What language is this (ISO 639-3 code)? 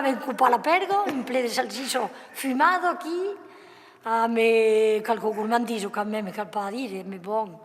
oci